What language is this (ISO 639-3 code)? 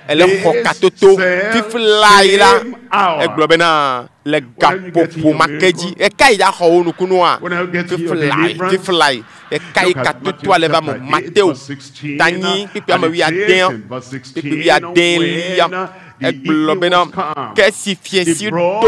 ewe